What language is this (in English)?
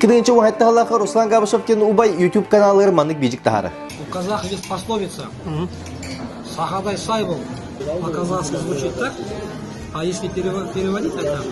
Yakut